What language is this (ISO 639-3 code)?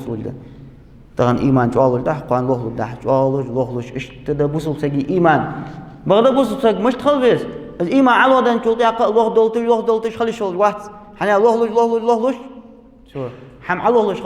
inh